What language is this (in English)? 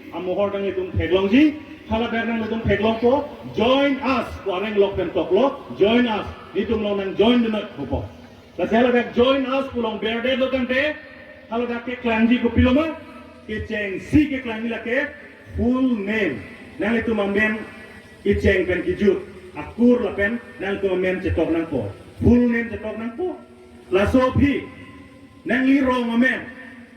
Karbi